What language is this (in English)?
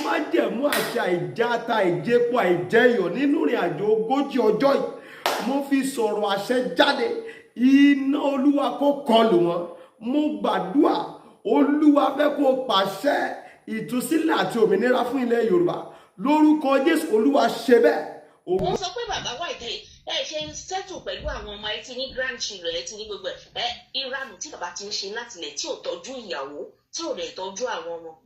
Yoruba